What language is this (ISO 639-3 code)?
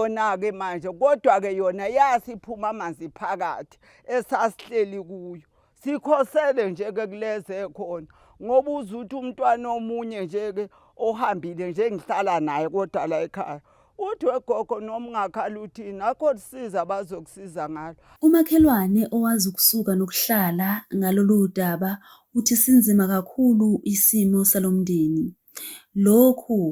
zul